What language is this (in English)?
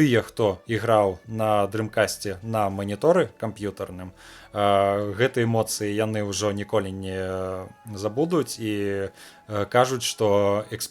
Belarusian